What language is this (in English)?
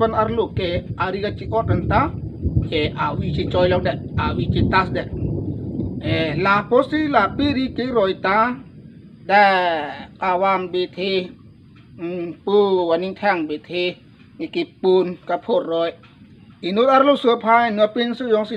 Karbi